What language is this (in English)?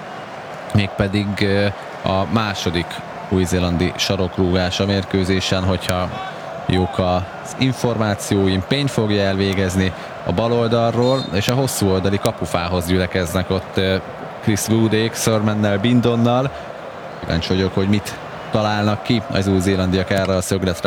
Hungarian